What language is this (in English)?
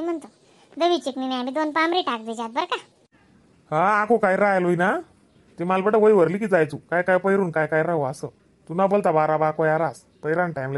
Khandesi